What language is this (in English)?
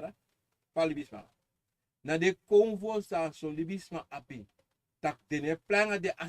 Sranan Tongo